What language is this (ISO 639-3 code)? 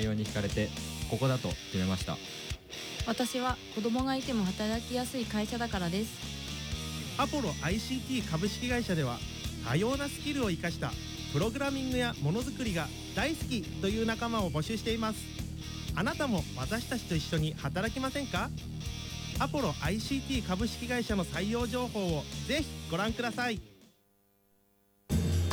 jpn